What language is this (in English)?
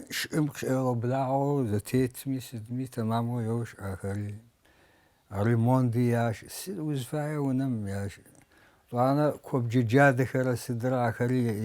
Kabardian